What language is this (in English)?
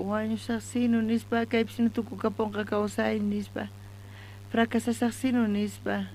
South Bolivian Quechua